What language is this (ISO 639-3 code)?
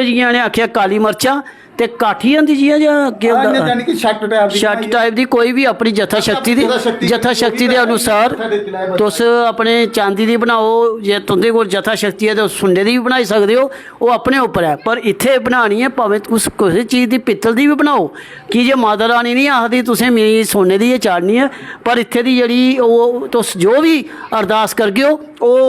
doi